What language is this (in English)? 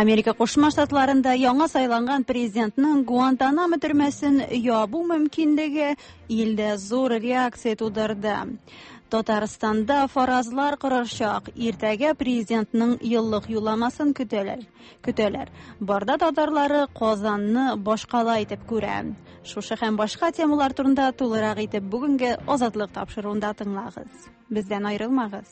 Tatar